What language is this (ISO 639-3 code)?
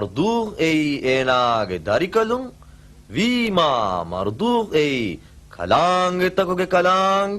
div